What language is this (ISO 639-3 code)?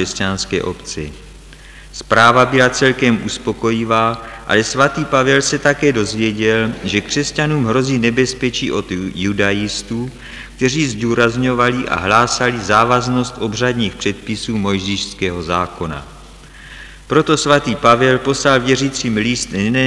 ces